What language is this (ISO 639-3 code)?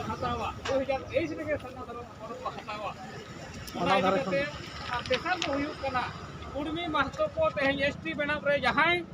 sat